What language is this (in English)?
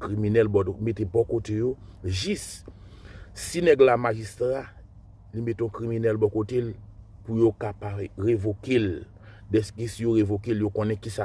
Haitian Creole